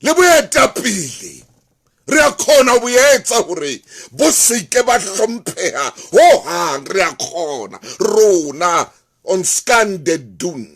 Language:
Southern Sotho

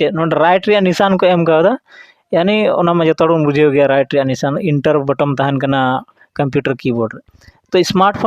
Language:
Santali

